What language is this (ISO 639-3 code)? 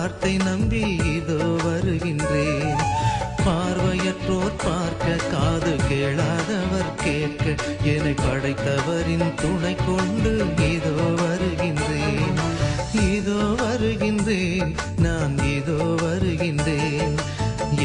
tam